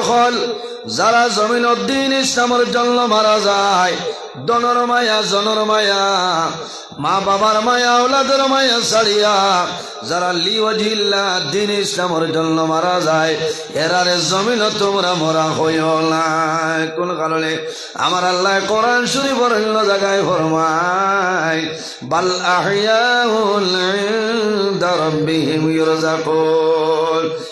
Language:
Sylheti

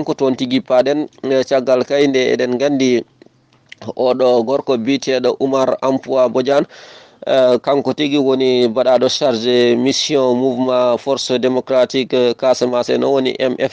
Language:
Fula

